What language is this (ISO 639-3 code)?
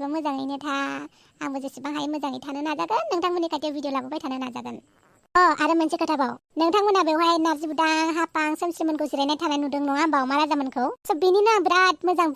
brx